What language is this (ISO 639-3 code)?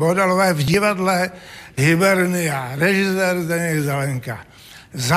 ces